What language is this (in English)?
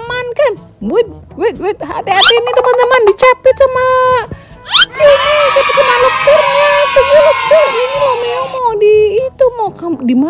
Indonesian